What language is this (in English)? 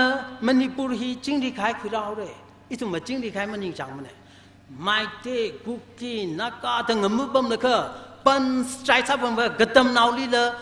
Tangkhul Naga (India)